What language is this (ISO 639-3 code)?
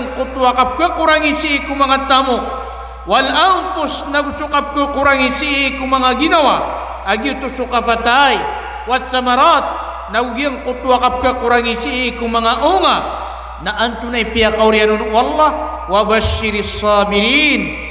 mrw